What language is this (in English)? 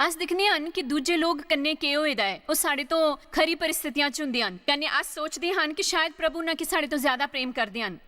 Dogri